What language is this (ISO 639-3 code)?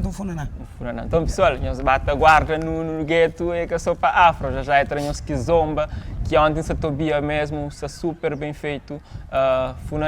kea